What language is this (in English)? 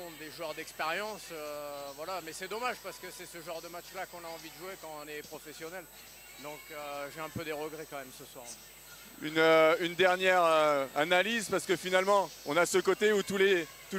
French